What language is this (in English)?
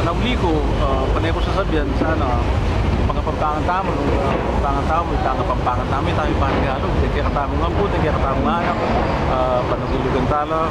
Pampanga